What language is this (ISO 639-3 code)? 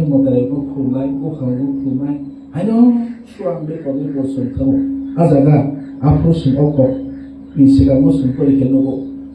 trp